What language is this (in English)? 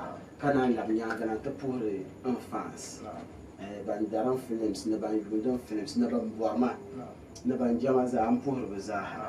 Dagbani